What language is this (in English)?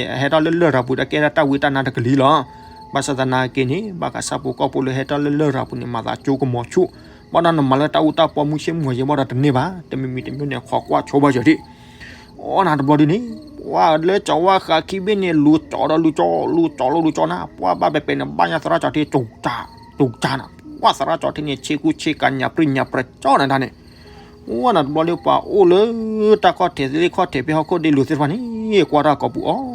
S'gaw Karen